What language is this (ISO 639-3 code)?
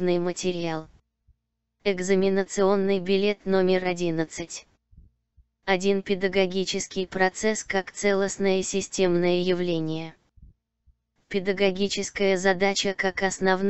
rus